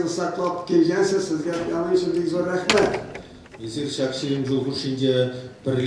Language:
Chuvash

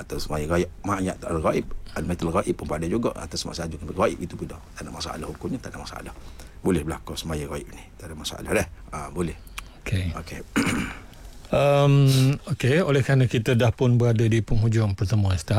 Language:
Malay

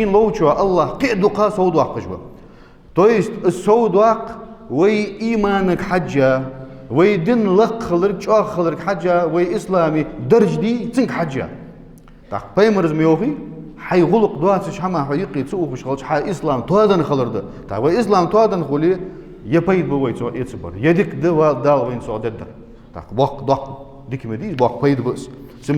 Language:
Ingush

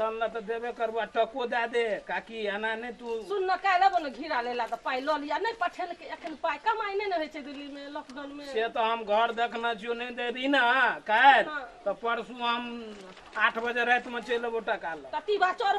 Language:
Maithili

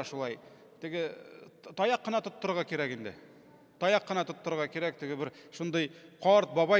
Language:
Tatar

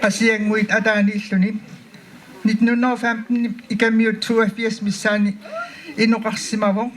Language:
Kalaallisut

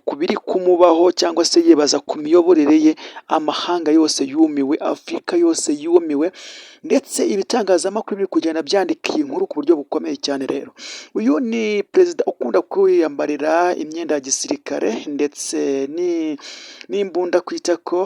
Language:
Kinyarwanda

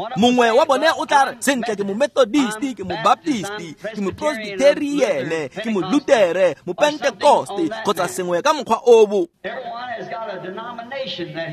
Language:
Tswana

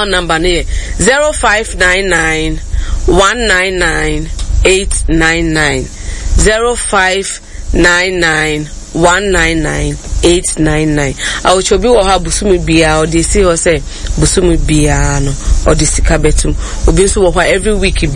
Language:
Akan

